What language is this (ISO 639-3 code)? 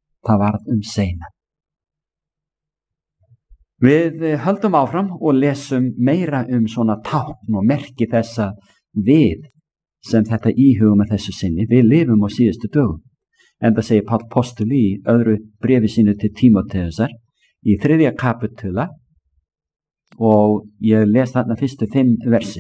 isl